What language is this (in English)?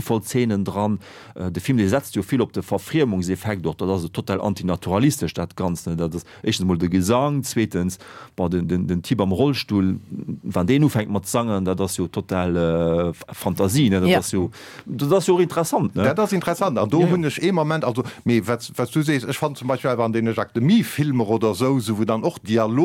Luxembourgish